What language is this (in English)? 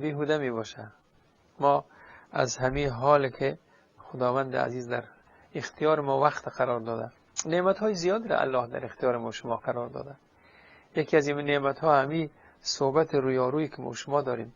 Persian